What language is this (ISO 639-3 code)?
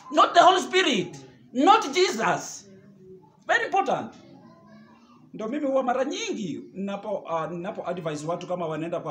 swa